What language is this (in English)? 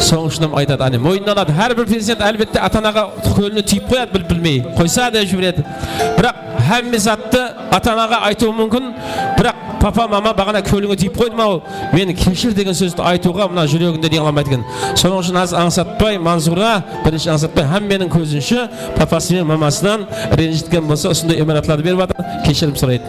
Kara-Kalpak